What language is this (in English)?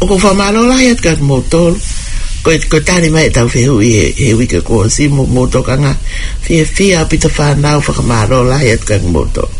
Tongan